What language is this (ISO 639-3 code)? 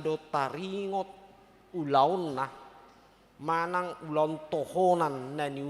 bbc